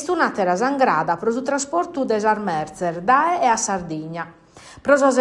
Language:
Sardinian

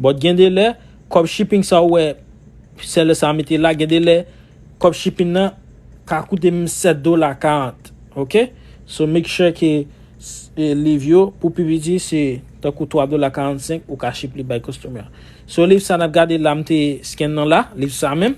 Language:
Haitian Creole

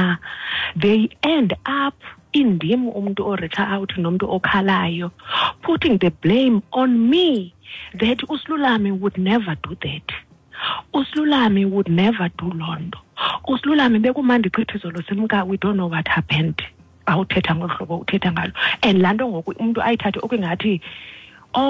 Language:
Xhosa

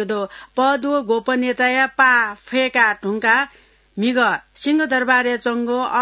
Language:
Newari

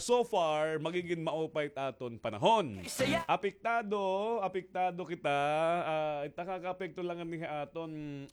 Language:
Waray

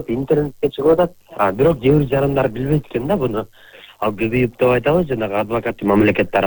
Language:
Kyrgyz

